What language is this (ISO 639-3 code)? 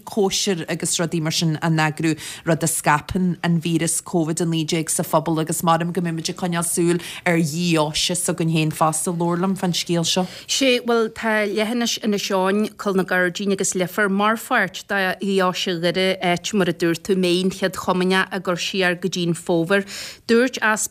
gle